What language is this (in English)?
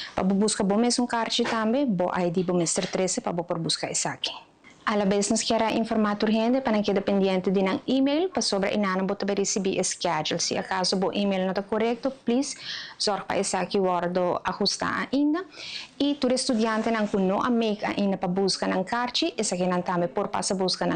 Papiamento